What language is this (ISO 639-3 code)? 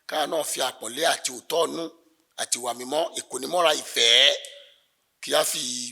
yor